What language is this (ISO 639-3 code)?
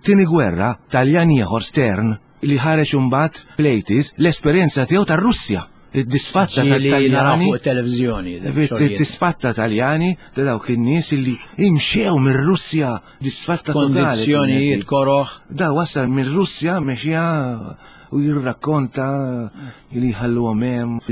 mlt